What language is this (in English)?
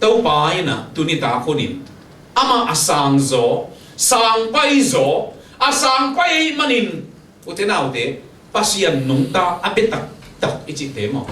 Tedim Chin